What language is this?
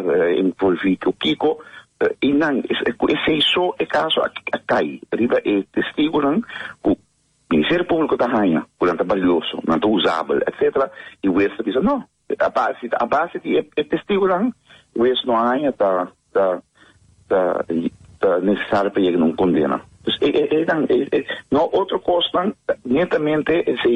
Papiamento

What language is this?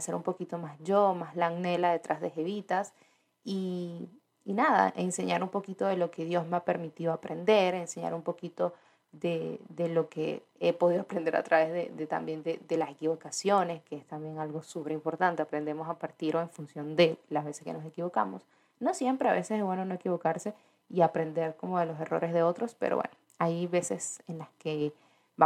Spanish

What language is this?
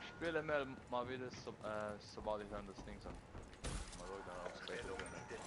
Swiss German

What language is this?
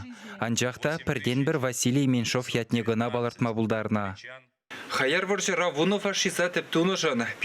Chuvash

